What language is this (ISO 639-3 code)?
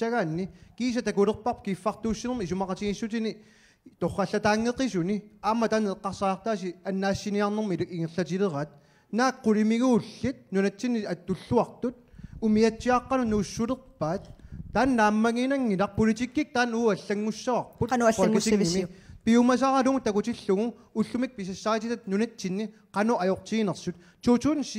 kal